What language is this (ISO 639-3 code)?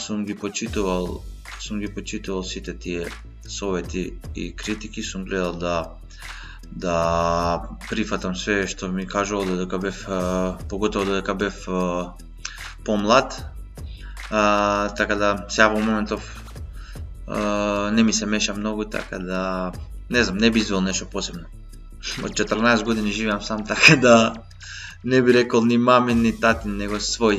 mkd